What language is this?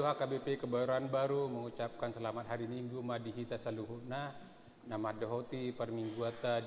Batak Toba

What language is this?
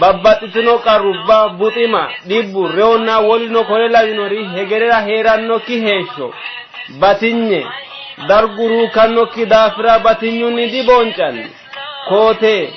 Sidamo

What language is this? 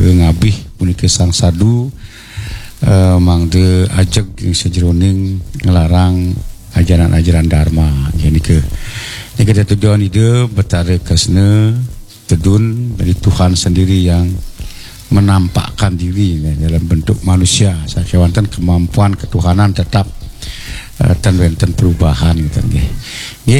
Balinese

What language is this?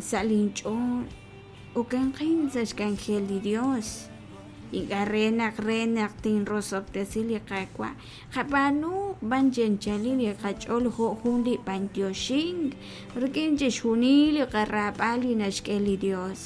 Kekchí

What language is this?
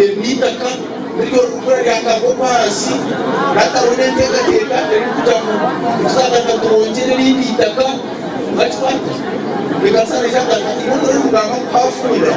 Nyankole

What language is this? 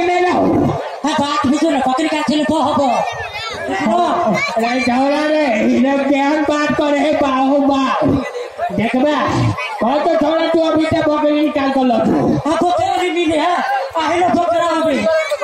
Maithili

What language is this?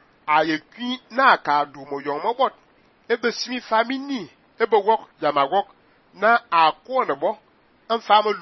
Fang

